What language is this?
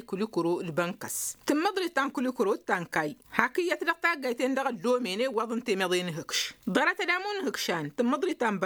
Tamasheq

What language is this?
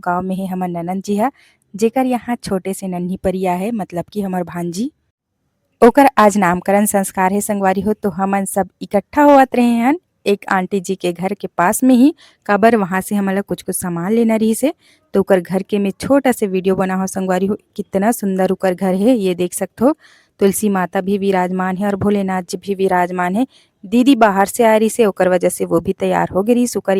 Chhattisgarhi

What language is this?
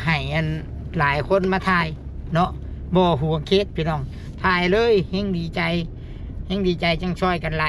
Northeastern Thai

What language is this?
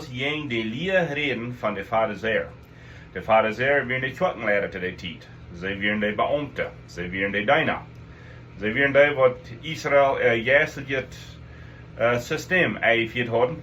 Plautdietsch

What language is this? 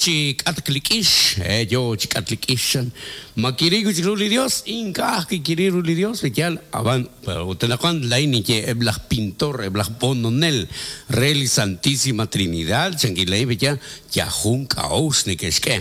Kekchí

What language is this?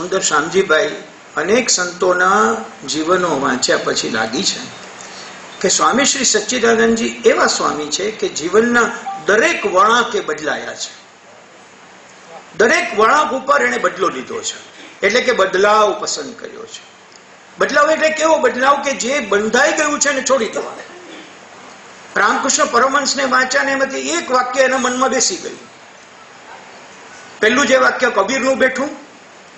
Gujarati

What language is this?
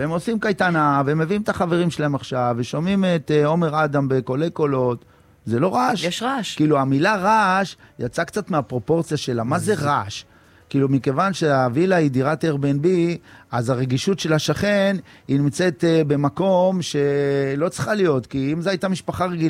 Hebrew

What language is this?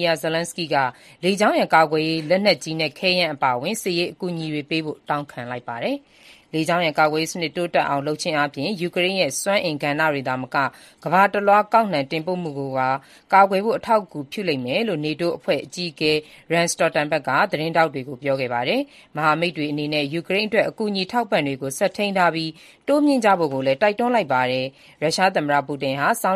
Burmese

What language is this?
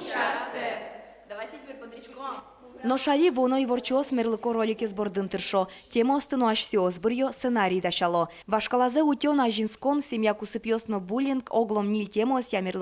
Udmurt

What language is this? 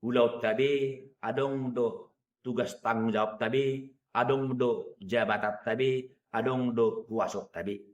Batak Toba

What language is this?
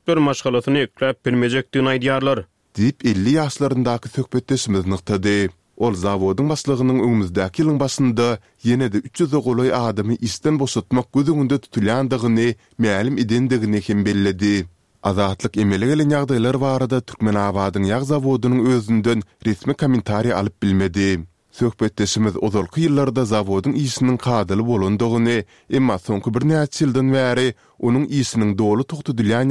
Turkmen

